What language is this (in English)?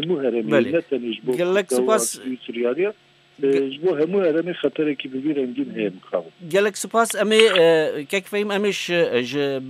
Kurdish